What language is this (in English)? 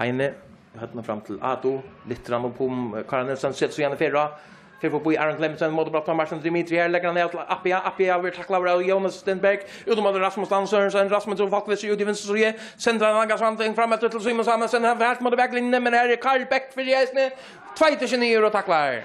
Faroese